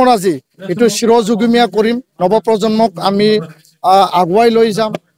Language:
Assamese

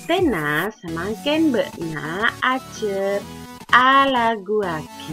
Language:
Madurese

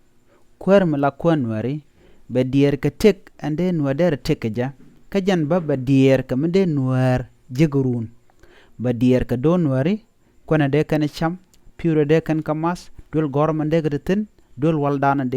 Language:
Nuer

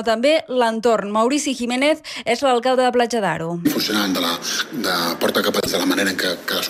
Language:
Catalan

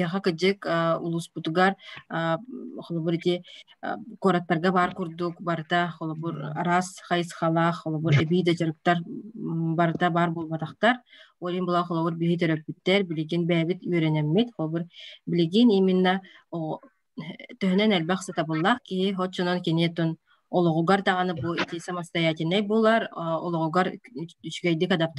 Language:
Yakut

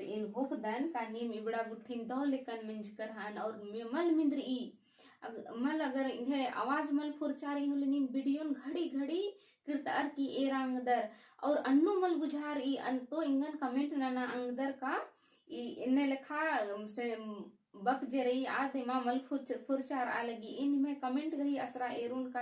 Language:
Kurukh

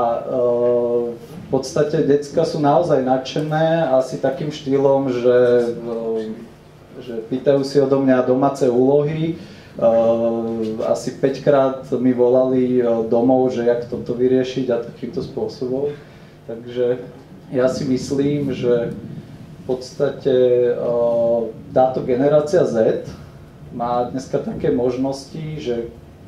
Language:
Slovak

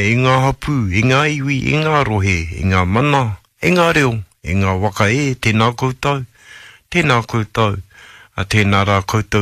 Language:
Māori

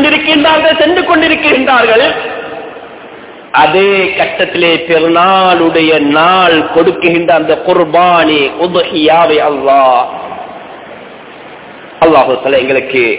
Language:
Tamil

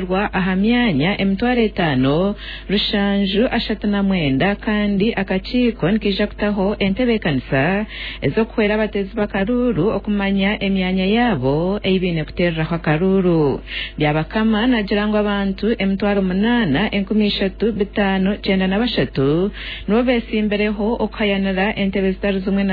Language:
Nyankole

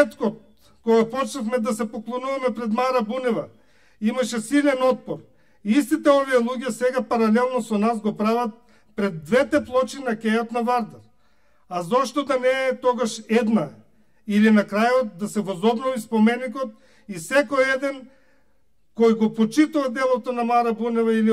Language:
Macedonian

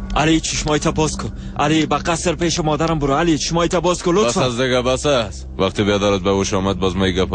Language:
Persian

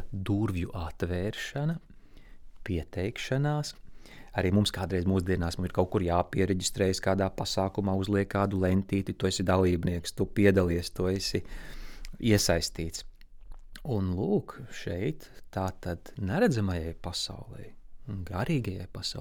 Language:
Latvian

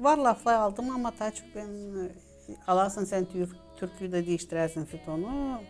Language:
Gagauz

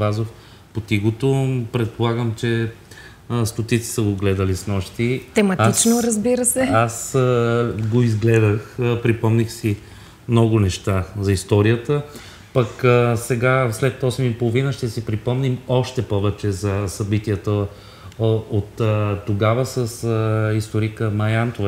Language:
Bulgarian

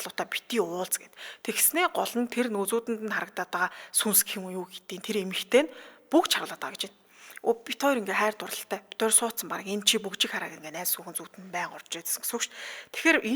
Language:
Mongolian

